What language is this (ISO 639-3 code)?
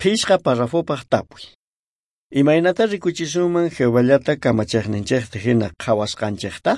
quh